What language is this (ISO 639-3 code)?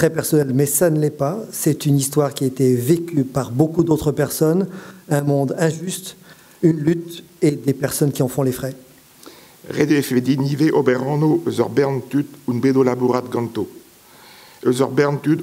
bre